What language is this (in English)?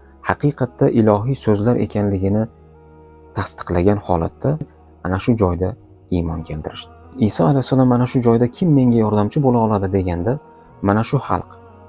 Uzbek